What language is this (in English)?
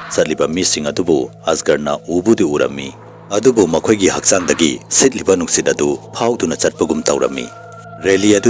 Manipuri